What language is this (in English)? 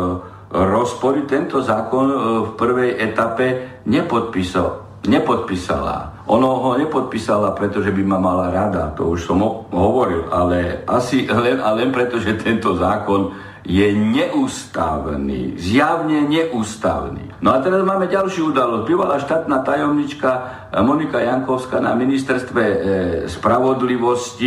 Slovak